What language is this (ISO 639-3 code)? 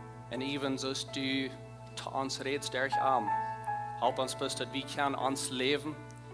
pdt